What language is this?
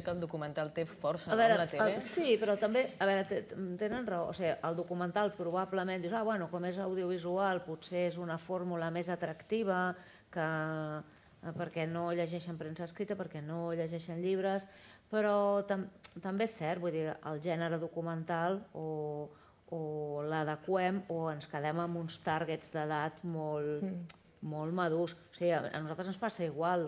Catalan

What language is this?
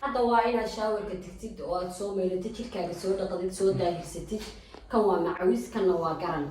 Somali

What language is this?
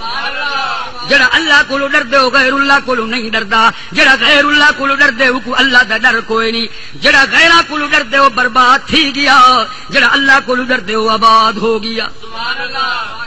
Saraiki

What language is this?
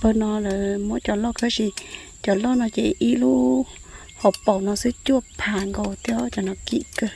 Hmong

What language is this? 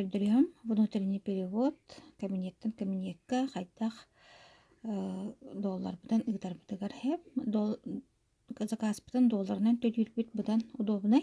Yakut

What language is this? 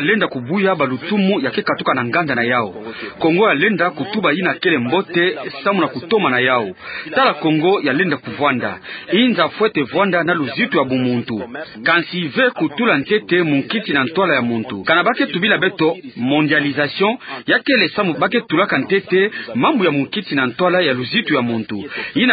Kituba (Democratic Republic of Congo)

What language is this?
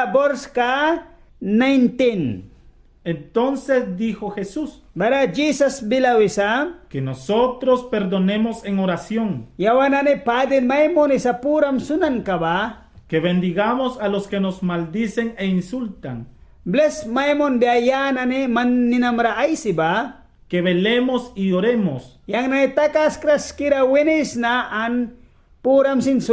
Mískito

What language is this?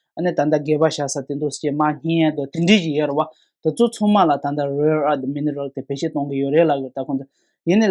Tibetan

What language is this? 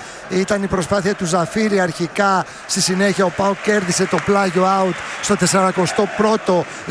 Greek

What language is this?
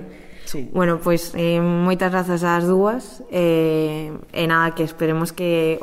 Galician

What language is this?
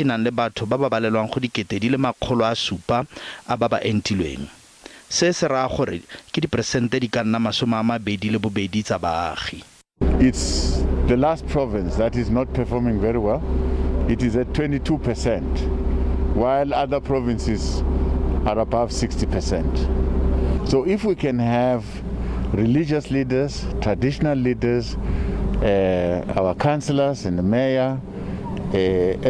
Tswana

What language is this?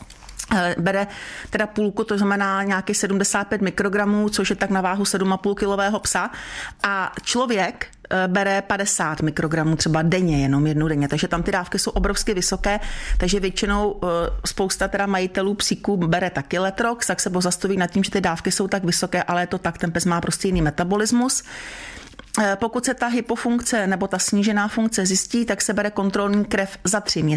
Czech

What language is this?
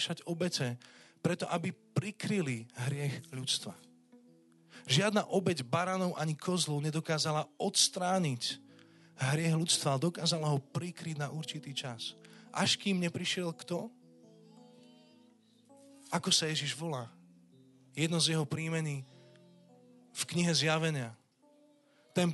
Slovak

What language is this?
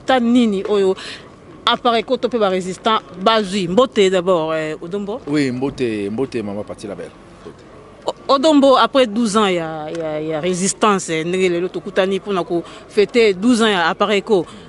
Lingala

